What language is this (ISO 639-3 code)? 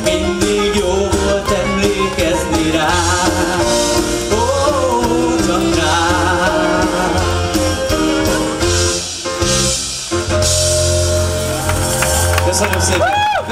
hun